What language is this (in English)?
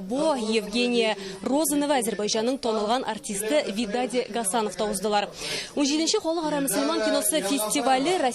Tatar